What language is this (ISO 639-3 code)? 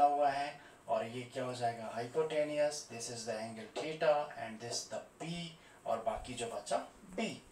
hin